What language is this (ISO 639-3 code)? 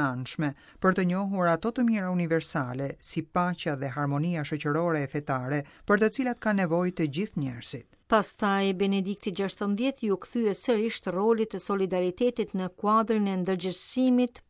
sqi